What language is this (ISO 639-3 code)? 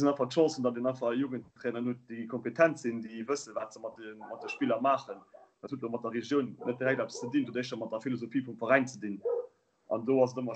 ltz